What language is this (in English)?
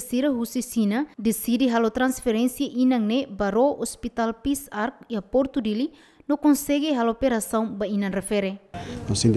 Tetum